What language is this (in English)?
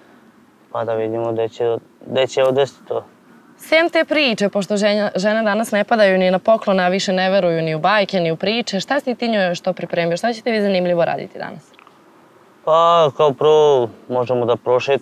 Serbian